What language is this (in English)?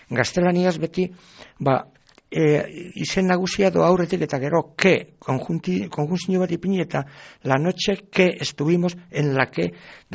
Basque